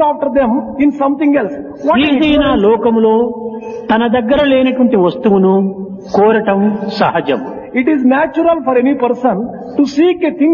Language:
Telugu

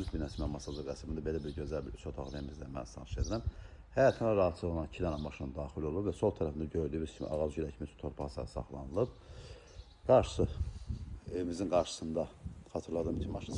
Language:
Azerbaijani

